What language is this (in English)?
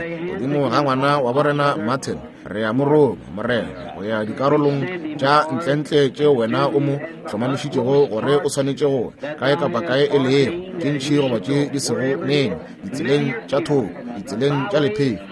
Northern Sotho